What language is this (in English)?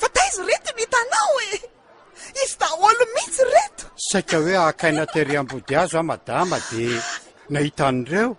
Malagasy